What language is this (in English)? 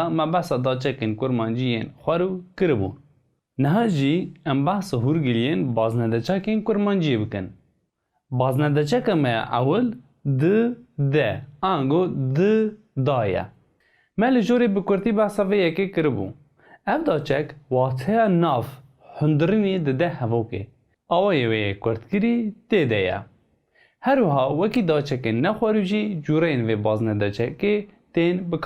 Kurdish